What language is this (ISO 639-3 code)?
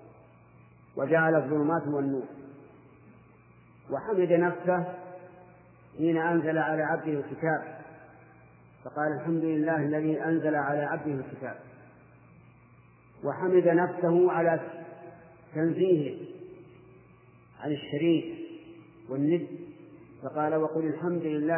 ara